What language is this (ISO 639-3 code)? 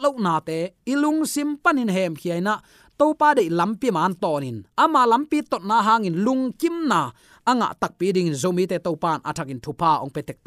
ctd